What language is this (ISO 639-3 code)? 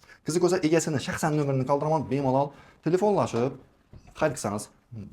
uzb